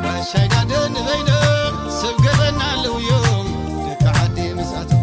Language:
Tigrinya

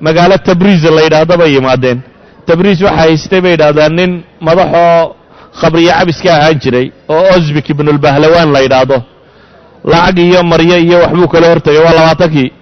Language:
Somali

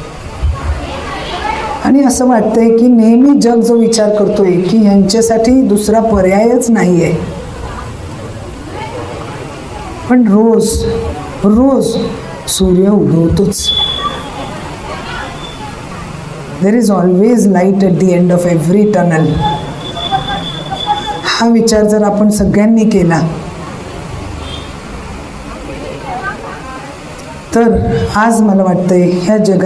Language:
Marathi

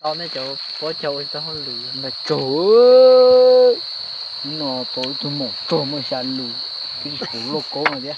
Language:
Hmong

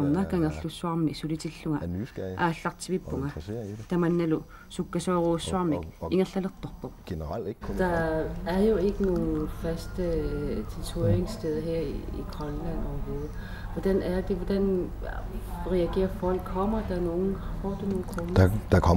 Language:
Kalaallisut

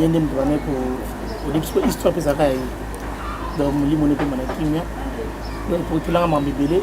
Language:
Lingala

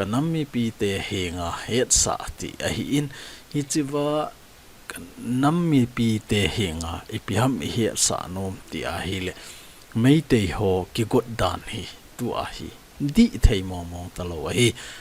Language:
Thado Chin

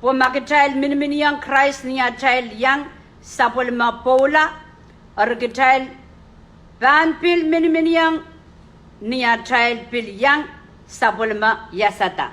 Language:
Pohnpeian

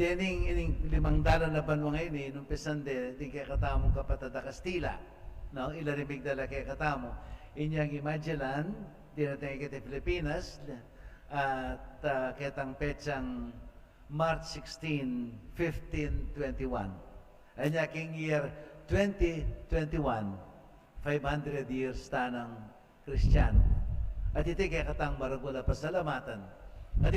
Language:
Pampanga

